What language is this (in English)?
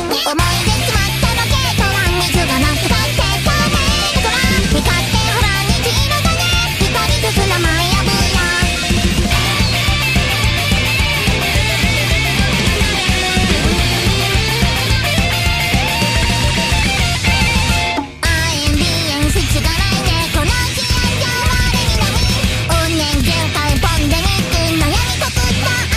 Japanese